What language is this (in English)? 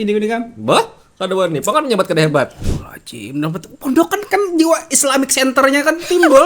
Banjar